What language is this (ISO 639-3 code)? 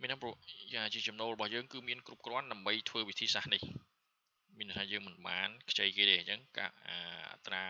khm